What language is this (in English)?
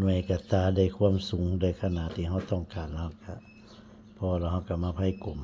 Lao